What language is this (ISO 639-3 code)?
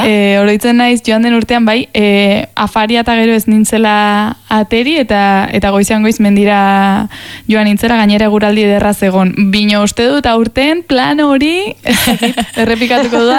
eus